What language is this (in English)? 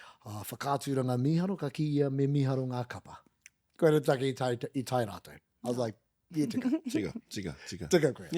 Māori